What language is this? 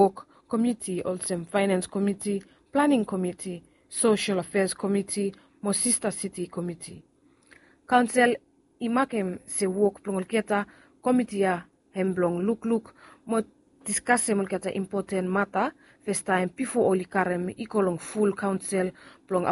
Bislama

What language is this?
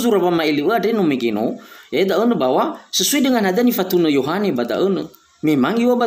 Nias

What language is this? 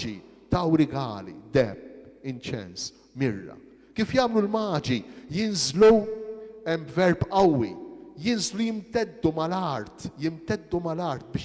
Maltese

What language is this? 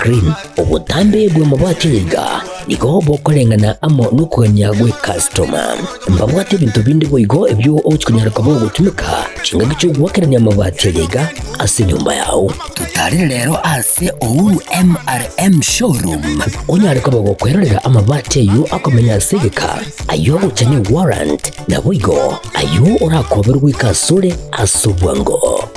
Gusii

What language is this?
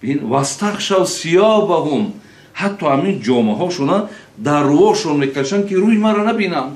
Tajik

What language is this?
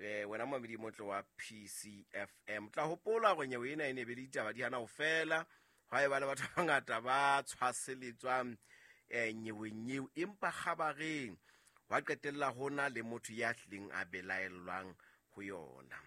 Southern Sotho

